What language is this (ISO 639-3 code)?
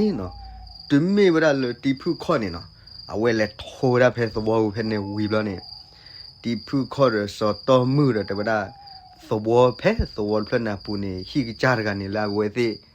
ksw